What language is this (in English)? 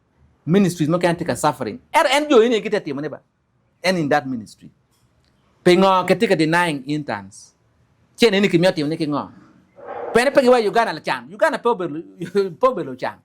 Acoli